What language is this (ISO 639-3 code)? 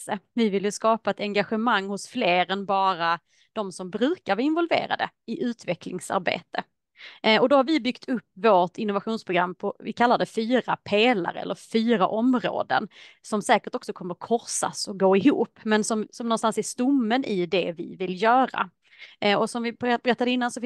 swe